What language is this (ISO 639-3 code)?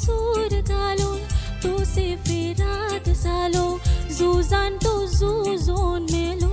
kok